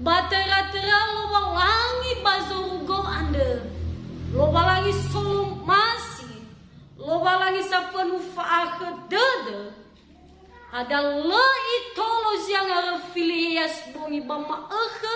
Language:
Nias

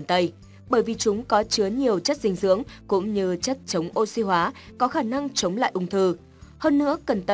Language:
Vietnamese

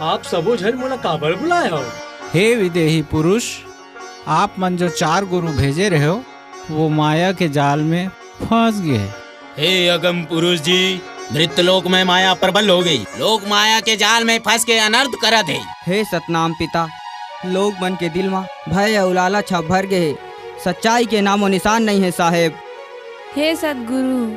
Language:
Chhattisgarhi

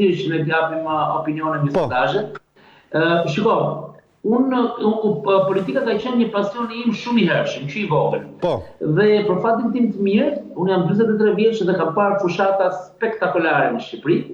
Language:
Albanian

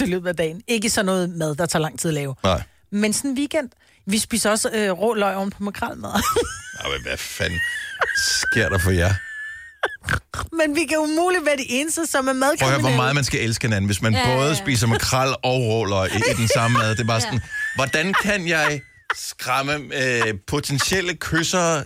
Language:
Danish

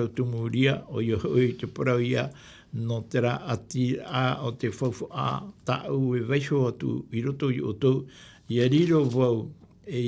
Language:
Tahitian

